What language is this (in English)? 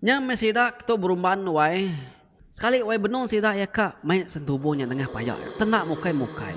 Iban